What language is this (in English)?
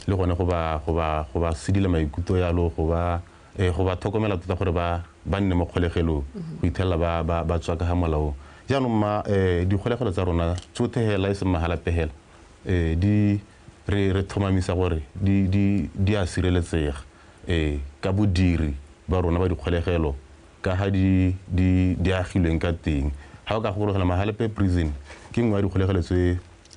Tswana